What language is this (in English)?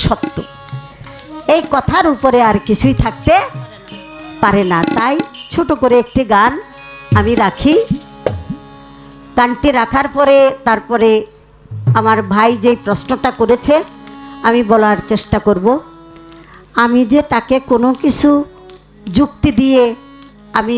Bangla